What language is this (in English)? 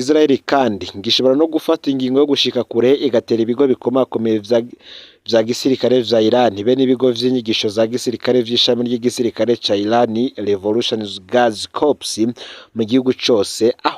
Rundi